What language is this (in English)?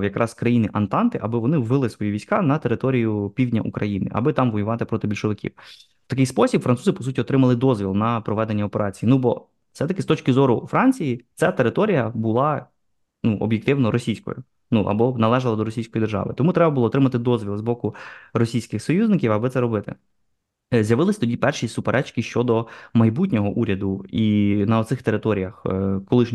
Ukrainian